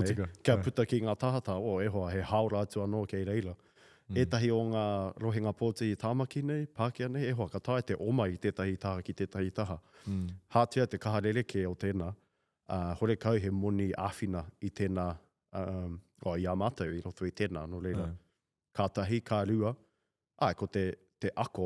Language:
Māori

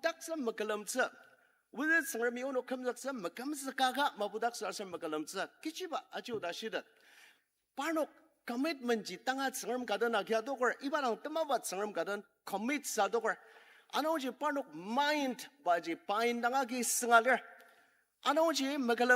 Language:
Ao Naga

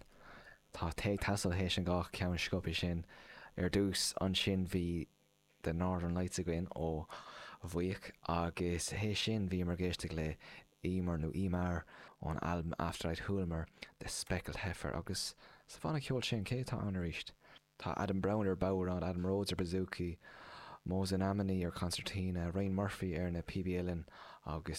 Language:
Irish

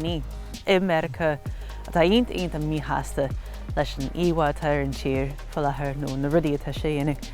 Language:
Irish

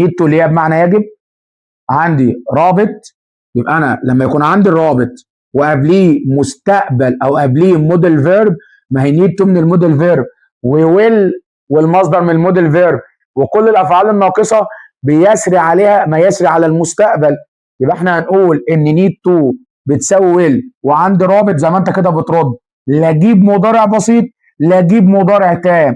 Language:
Egyptian Arabic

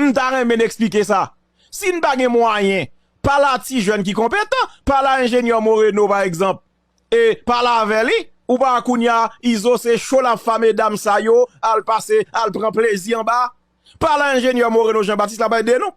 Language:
Haitian Creole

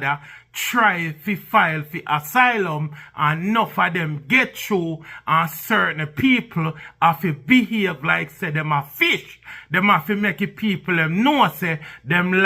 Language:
Jamaican Creole English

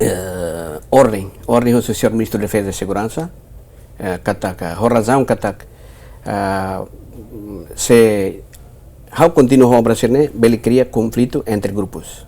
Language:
Tetum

